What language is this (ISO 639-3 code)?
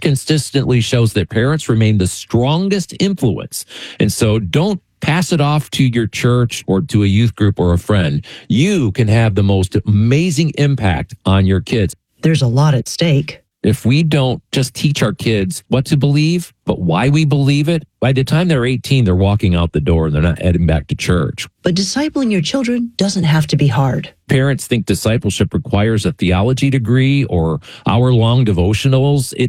eng